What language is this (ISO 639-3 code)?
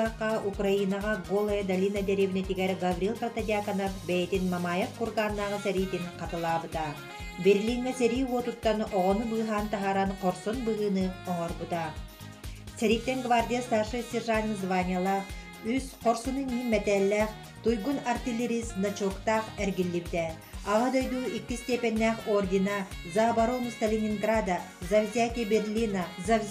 sah